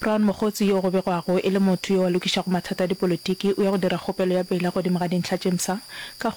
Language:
Northern Sotho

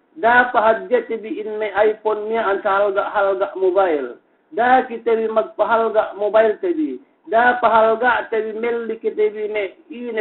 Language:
Yakan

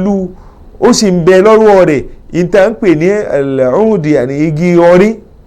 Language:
Yoruba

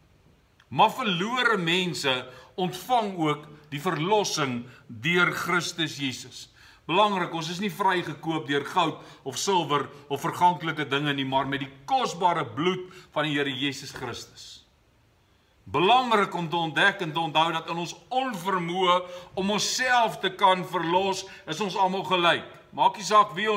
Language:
Afrikaans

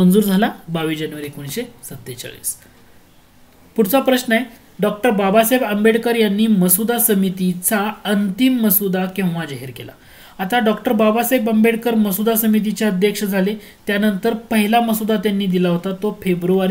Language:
Marathi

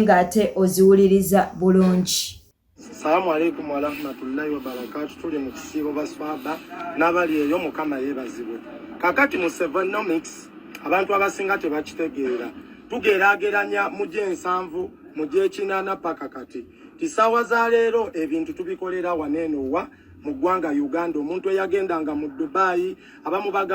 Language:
Ganda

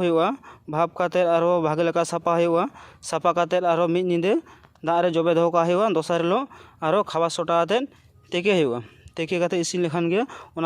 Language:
Santali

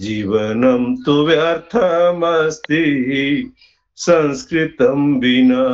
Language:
Sanskrit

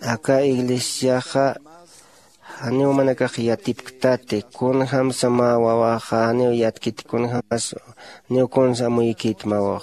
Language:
Aymara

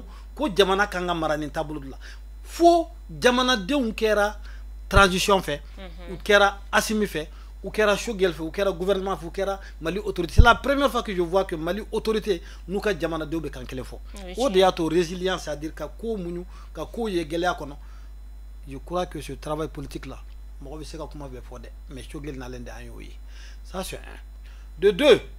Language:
Bambara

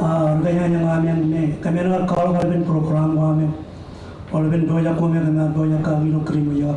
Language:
Marshallese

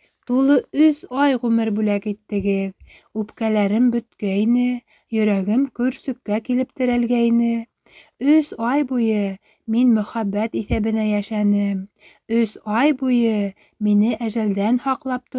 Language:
Bashkir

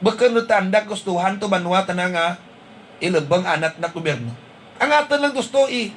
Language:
Hiligaynon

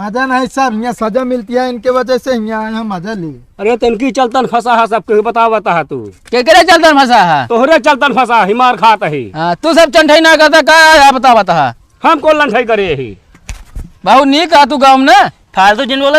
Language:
Awadhi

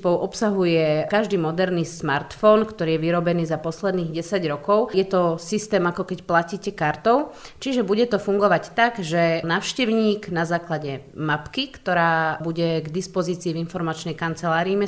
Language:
Slovak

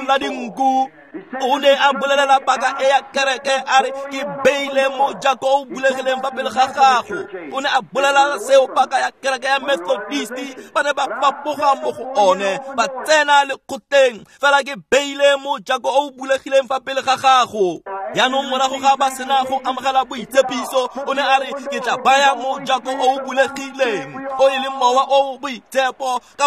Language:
Tswana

